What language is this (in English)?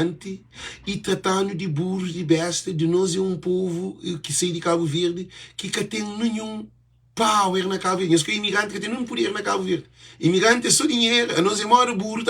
Kabuverdianu